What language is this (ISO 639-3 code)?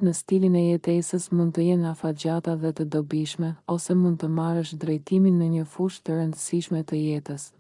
sqi